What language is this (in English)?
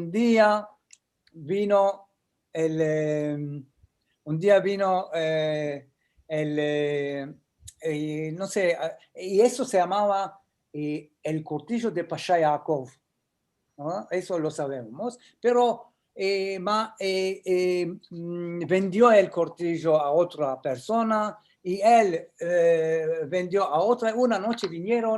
Ladino